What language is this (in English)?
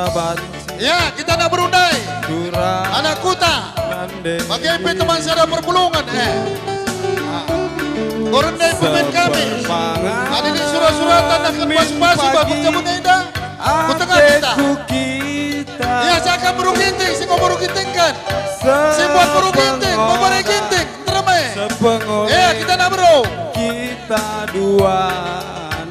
Batak Karo